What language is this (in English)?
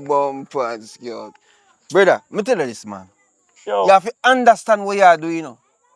Jamaican Creole English